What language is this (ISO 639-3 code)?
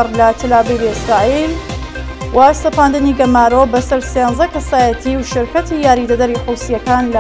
ckb